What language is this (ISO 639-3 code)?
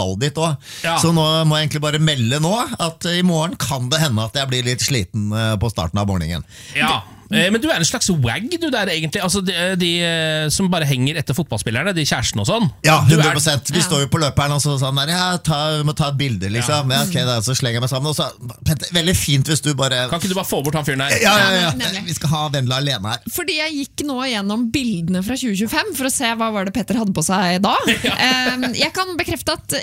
nor